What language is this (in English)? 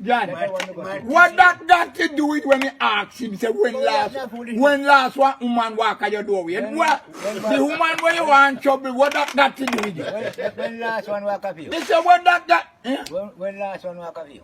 Jamaican Creole English